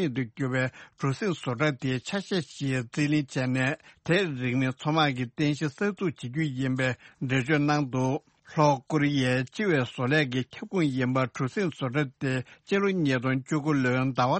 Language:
Tibetan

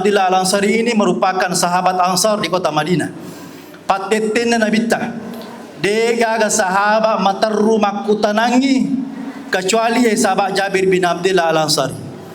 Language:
Buginese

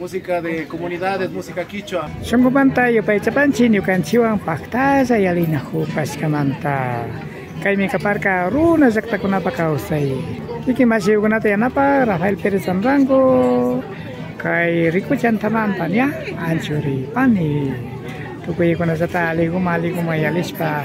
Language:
Imbabura Highland Quichua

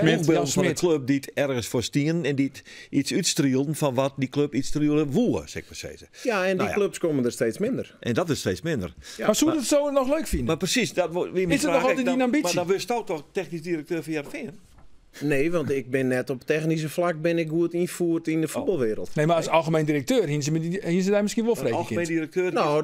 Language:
Western Frisian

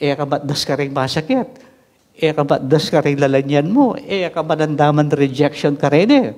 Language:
Pampanga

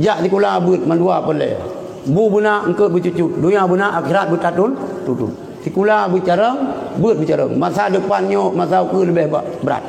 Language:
Achinese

